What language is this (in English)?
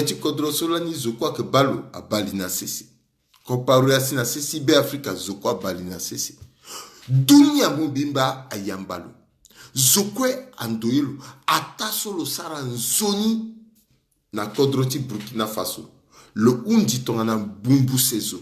Sango